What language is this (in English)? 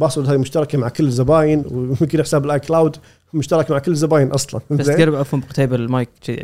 Gulf Arabic